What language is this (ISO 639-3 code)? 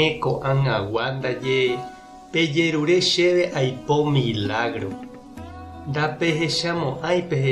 grn